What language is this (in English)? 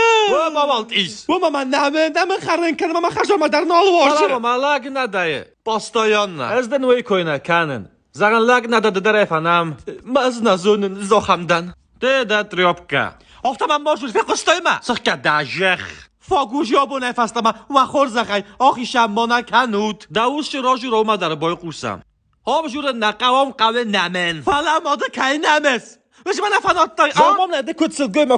Ossetic